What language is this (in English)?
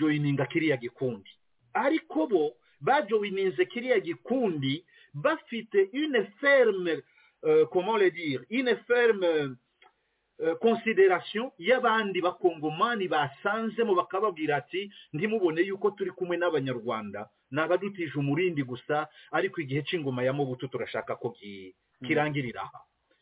Kinyarwanda